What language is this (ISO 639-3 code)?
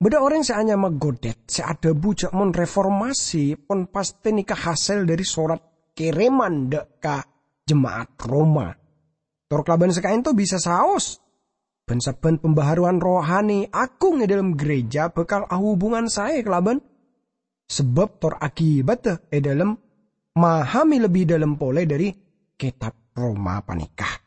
mad